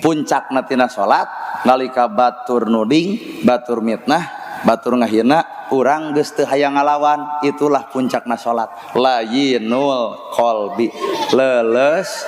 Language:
Sundanese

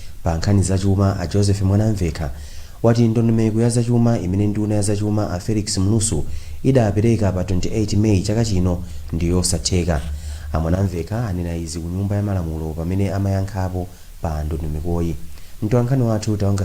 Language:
Nyanja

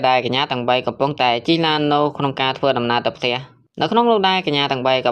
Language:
Khmer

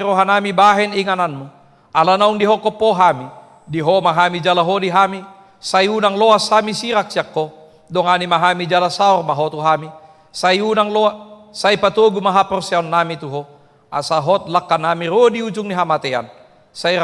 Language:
Batak Toba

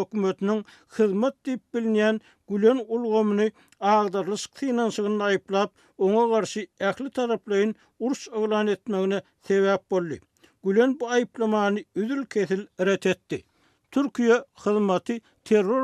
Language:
Turkmen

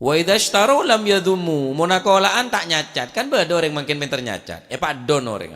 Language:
Madurese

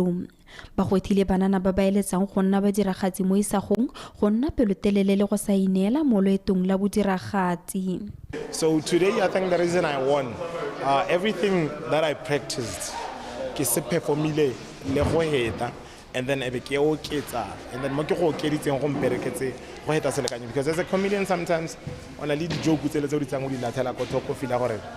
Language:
Tswana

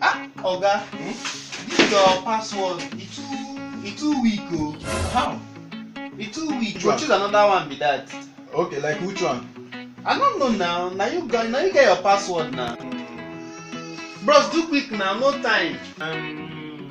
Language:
Nigerian Pidgin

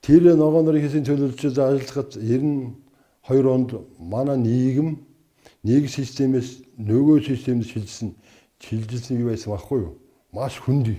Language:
Mongolian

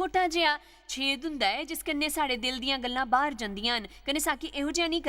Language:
Dogri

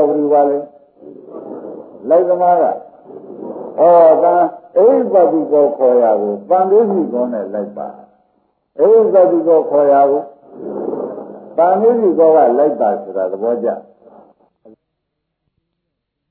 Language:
Burmese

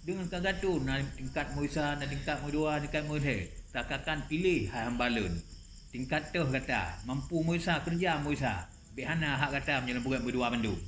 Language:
Achinese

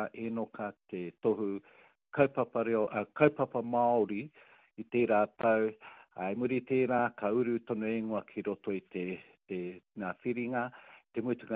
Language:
Māori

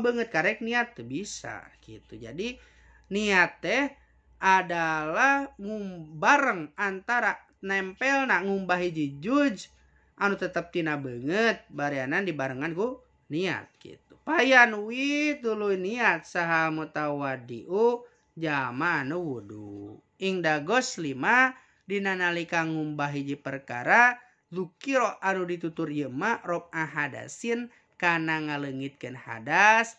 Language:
Sundanese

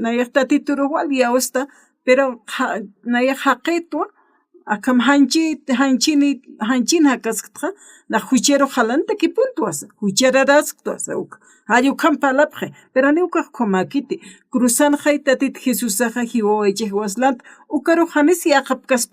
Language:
Aymara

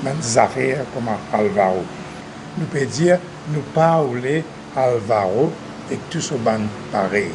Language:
Morisyen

